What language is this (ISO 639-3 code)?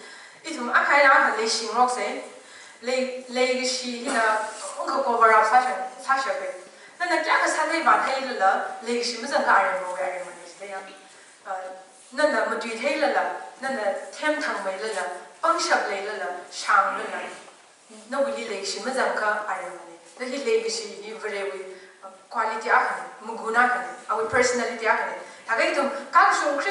nmf